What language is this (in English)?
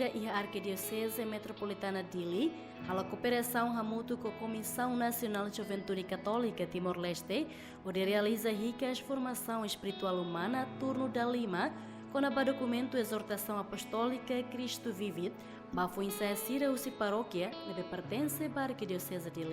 Tetum